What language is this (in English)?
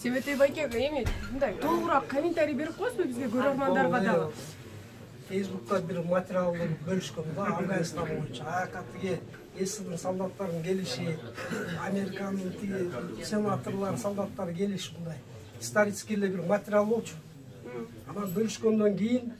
Kyrgyz